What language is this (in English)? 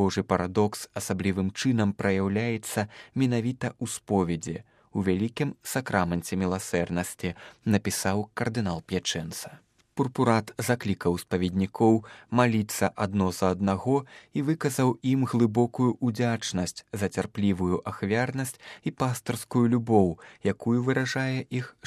Belarusian